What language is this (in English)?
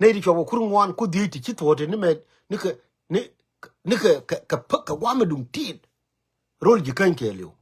Nuer